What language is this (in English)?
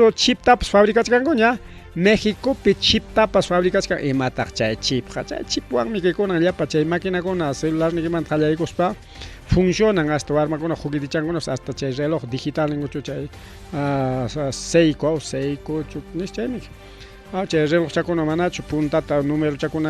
Ayacucho Quechua